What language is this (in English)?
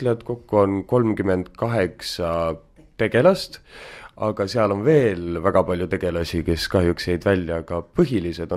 Estonian